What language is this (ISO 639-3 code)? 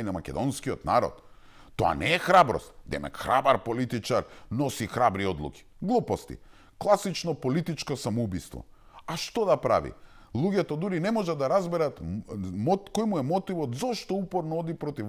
mkd